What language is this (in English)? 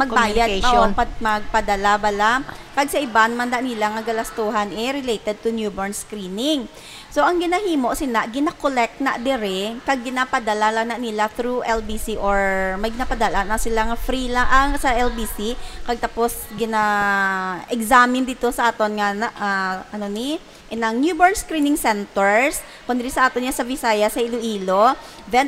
Hiligaynon